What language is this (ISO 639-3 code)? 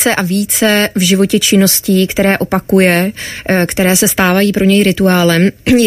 ces